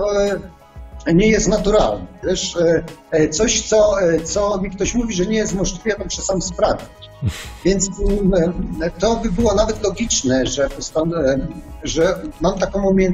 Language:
Polish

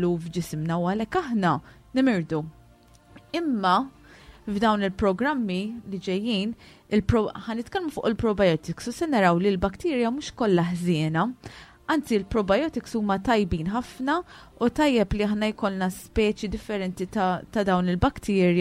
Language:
Maltese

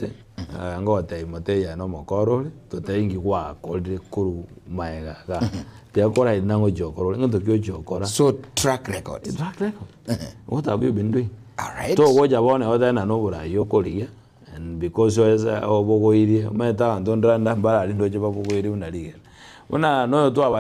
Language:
Gusii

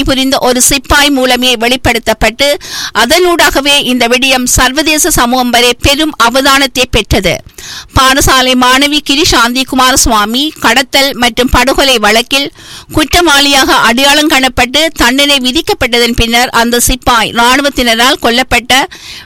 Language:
Tamil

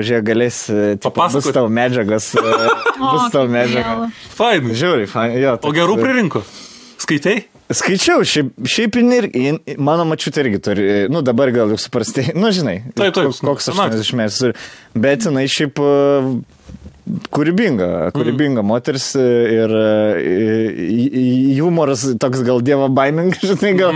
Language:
Lithuanian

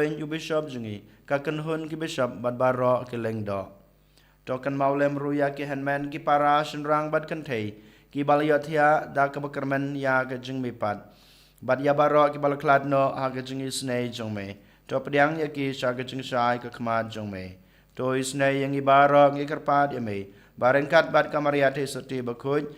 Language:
Khasi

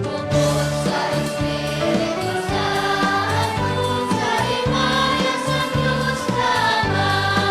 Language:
Hiligaynon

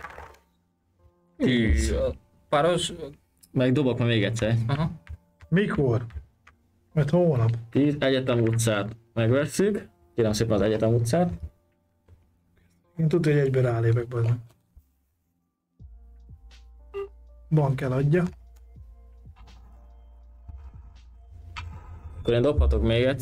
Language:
Hungarian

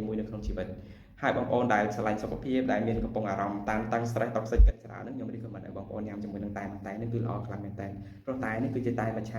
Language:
Khmer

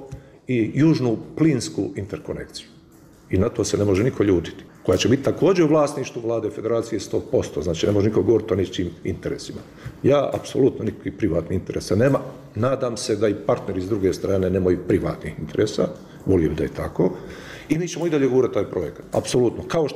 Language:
Bosnian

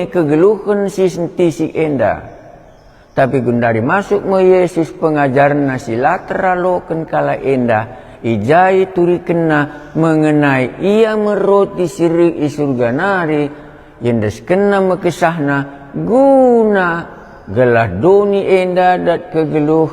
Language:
Batak Karo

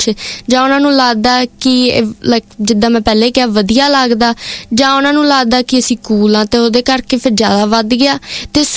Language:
Punjabi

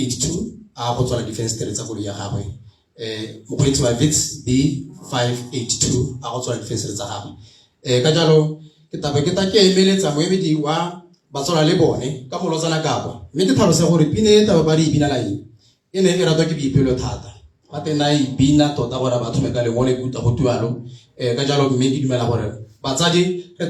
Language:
Tswana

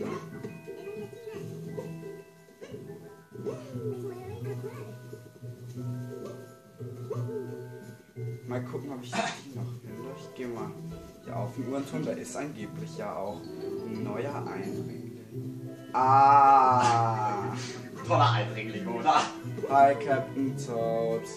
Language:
German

